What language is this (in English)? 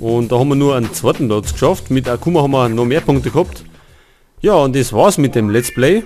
Bavarian